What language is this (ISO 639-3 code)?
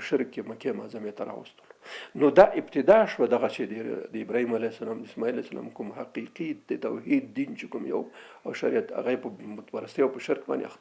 pus